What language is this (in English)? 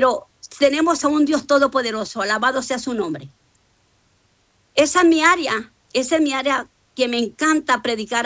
Spanish